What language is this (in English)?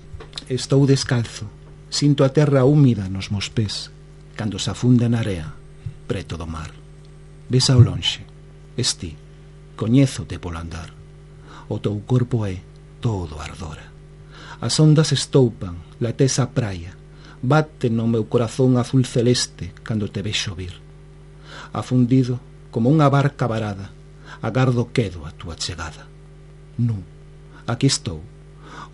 Galician